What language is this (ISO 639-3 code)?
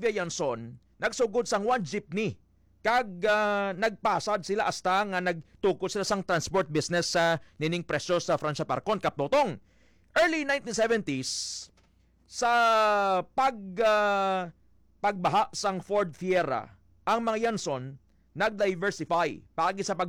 hil